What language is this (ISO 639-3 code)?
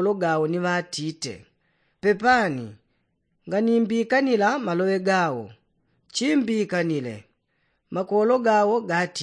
yao